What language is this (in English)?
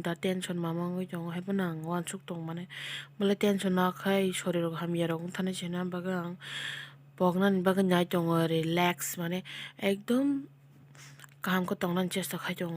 Kok Borok